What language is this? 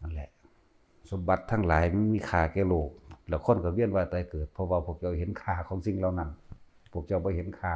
Lao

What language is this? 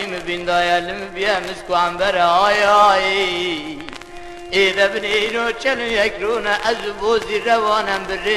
Kurdish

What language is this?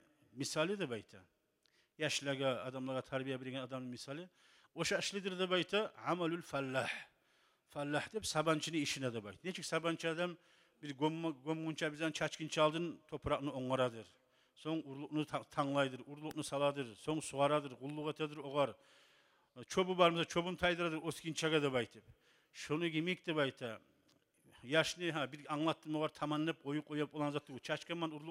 Kumyk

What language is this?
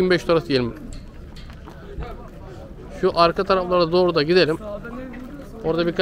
Turkish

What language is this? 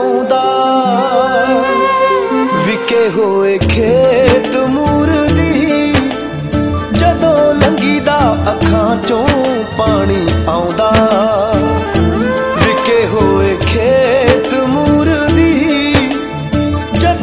Punjabi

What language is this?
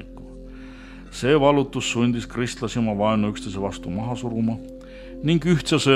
Estonian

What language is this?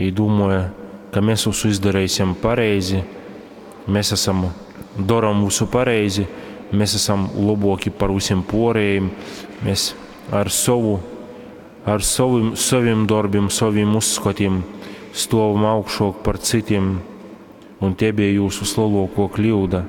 Latgalian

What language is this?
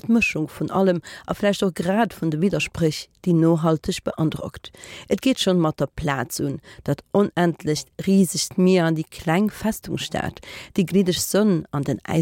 Luxembourgish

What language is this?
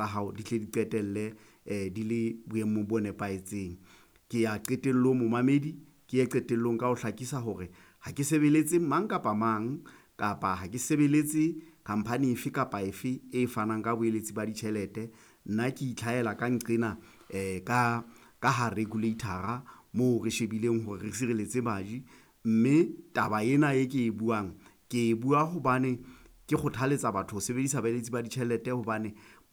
Southern Sotho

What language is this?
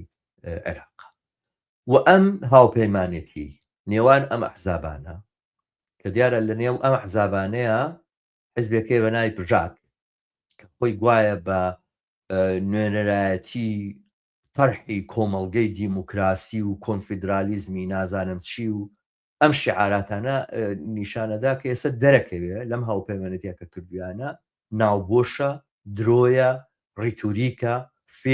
Central Kurdish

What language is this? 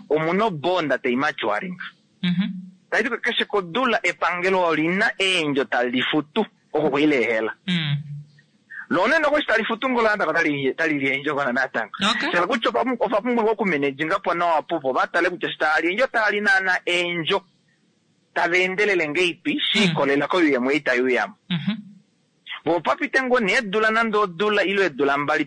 Kuanyama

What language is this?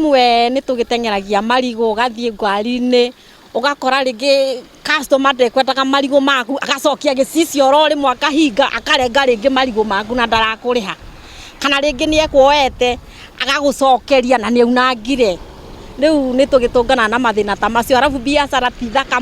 Kikuyu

